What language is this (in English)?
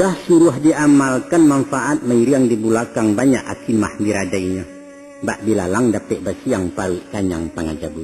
Minangkabau